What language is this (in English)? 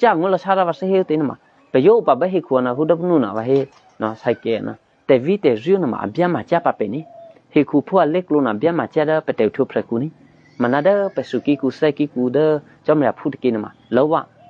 Eastern Kayah